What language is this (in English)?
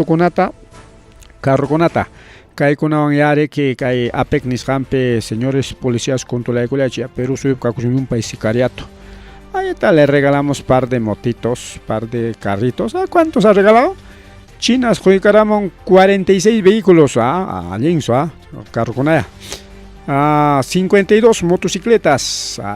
Ayacucho Quechua